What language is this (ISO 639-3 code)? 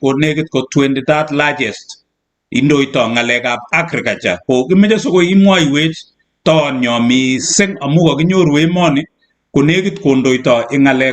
kln